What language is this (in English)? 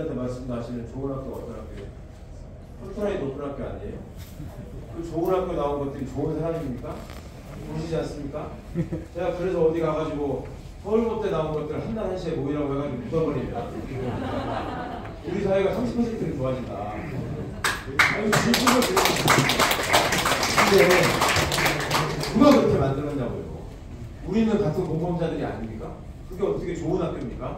Korean